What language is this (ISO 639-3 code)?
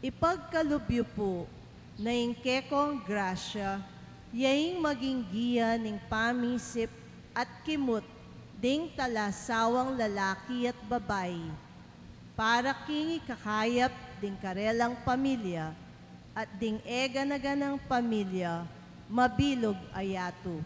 pam